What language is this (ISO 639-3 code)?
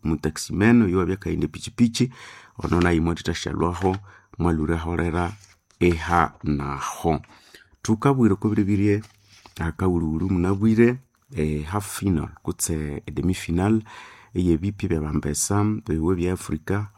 nnb